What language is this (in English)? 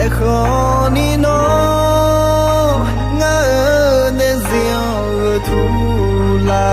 Akha